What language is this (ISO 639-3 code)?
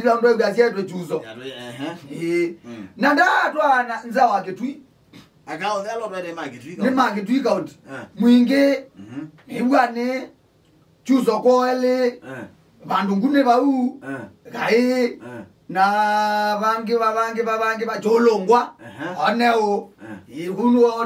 kam